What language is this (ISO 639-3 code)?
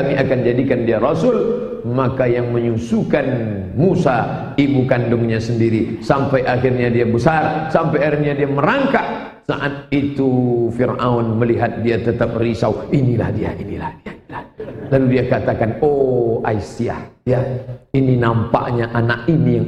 ind